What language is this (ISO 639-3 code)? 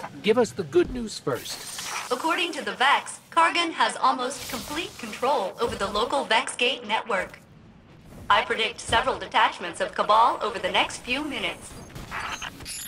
eng